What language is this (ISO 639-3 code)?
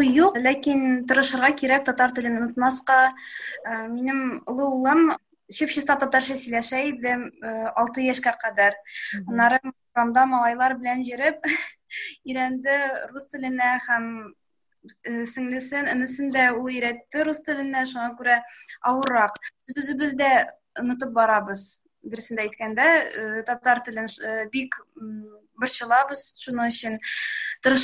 tat